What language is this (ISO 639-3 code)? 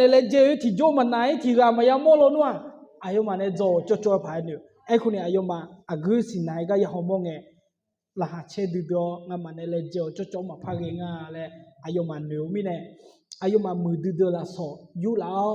ahk